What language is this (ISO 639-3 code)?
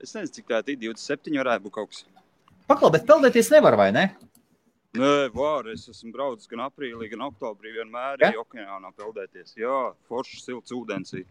lav